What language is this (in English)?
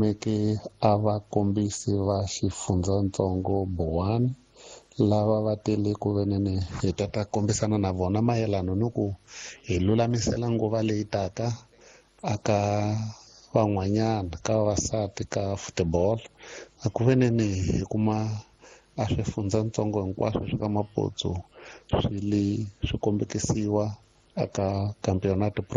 Tsonga